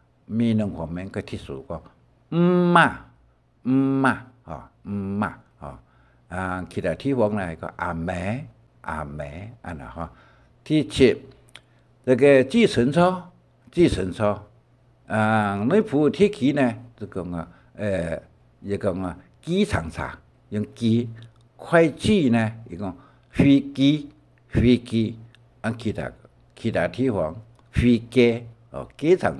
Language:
Hakka Chinese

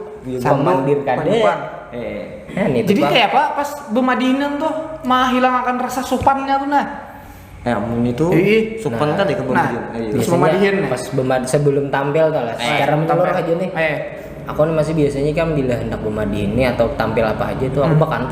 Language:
Banjar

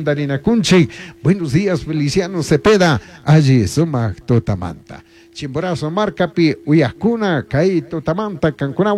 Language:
Chimborazo Highland Quichua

